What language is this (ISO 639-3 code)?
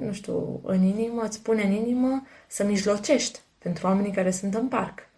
ron